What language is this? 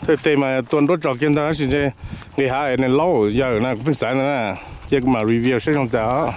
Hmong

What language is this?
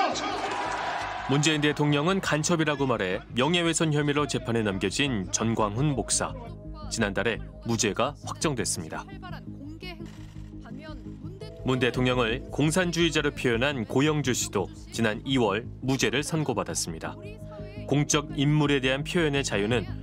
Korean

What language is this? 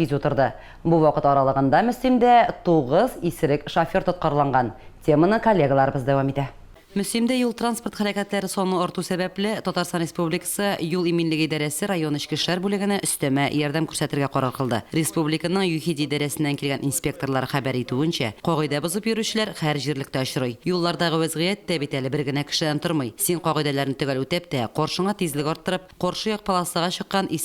Tatar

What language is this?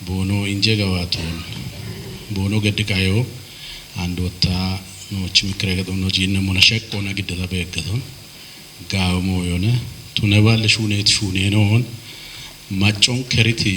Kafa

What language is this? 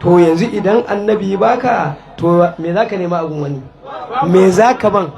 Hausa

